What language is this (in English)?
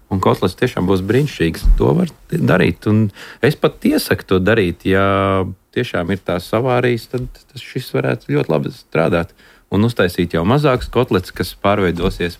Latvian